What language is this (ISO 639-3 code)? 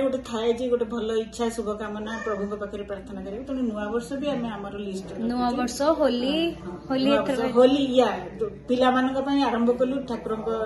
ori